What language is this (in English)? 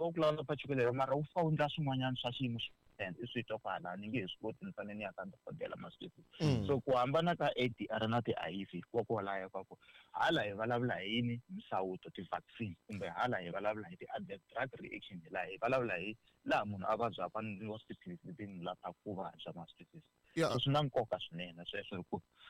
Tsonga